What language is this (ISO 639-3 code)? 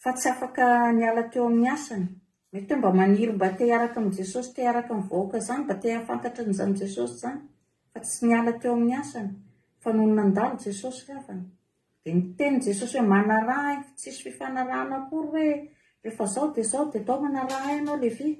mlg